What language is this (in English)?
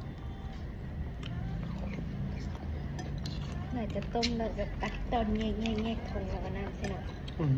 Lao